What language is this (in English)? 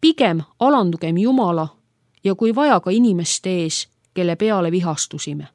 Estonian